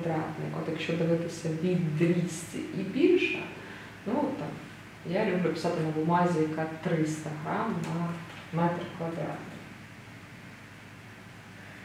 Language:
Ukrainian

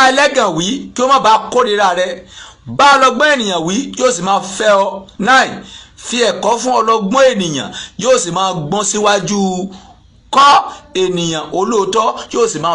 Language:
Yoruba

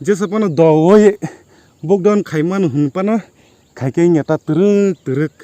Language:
Kok Borok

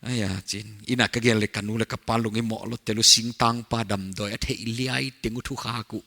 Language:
Paite Chin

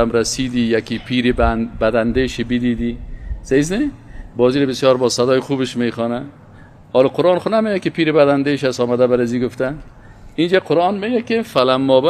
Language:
Persian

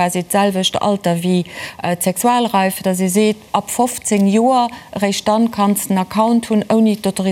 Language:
Luxembourgish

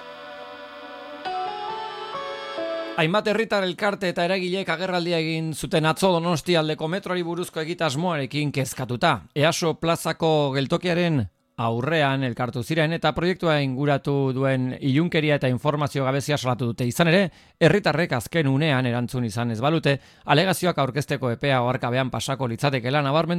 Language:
Basque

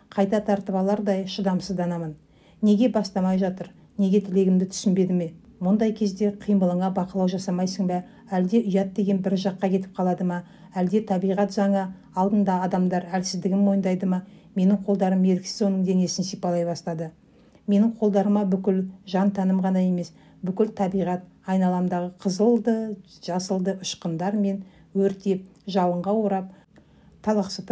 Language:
Kazakh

